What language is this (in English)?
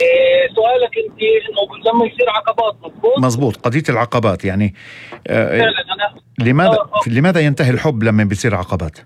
North Levantine Arabic